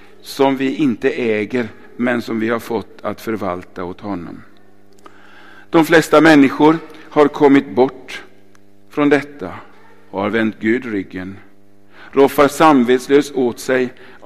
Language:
Swedish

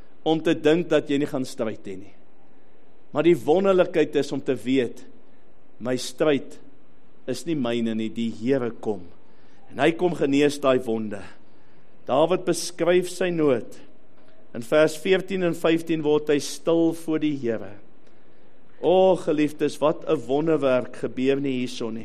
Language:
Afrikaans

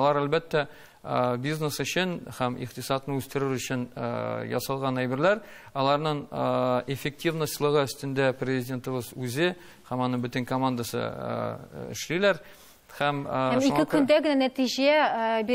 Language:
Tatar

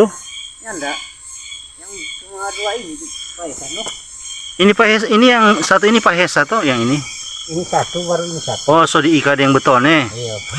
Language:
Manado Malay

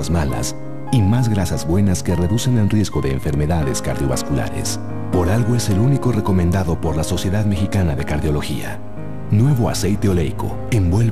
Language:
Spanish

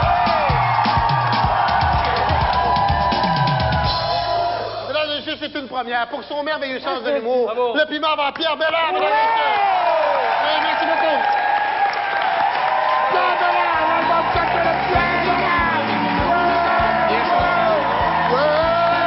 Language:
French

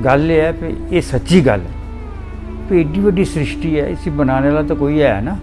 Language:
Dogri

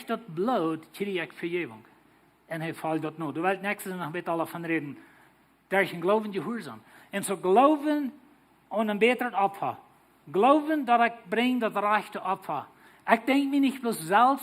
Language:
Plautdietsch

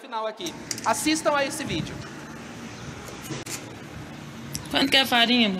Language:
Portuguese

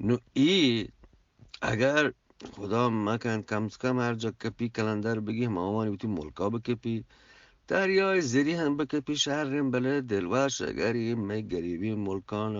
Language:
Eastern Balochi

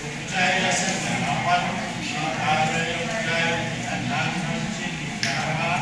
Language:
Pohnpeian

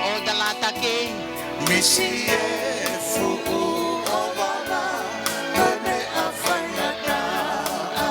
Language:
Tongan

